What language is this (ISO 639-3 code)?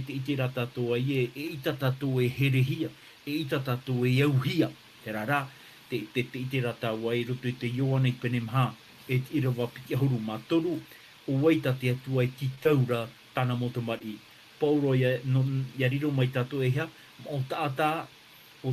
tah